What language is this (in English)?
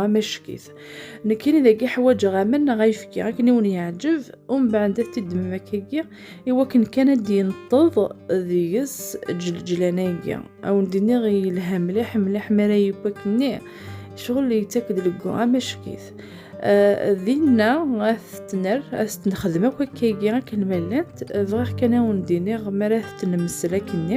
Kabyle